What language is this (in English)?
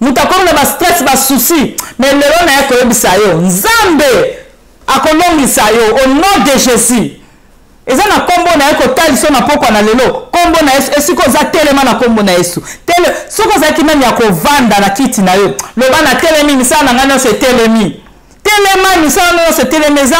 Lingala